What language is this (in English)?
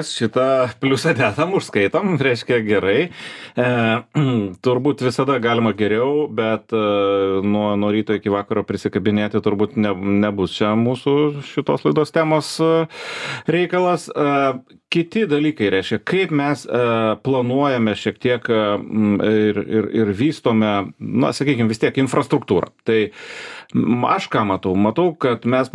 Lithuanian